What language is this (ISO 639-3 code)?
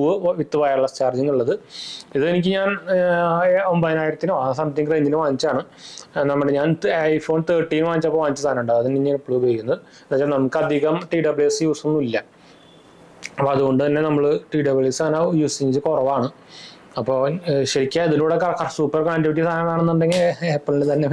mal